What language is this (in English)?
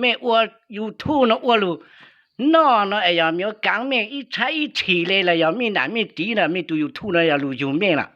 Hmong